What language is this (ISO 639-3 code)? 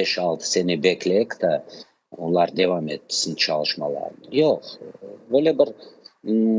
crh